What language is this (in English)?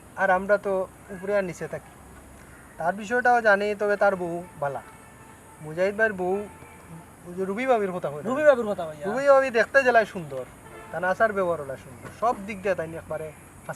Sylheti